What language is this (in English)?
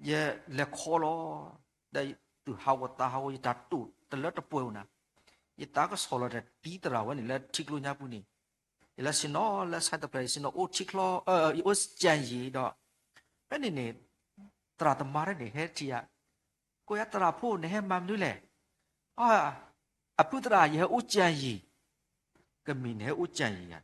S'gaw Karen